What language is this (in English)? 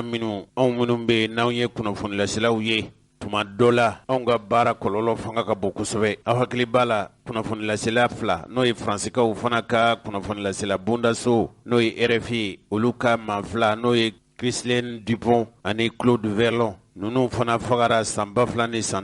Bambara